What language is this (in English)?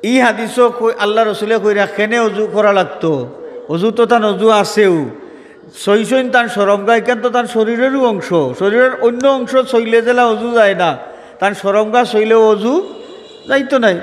Sylheti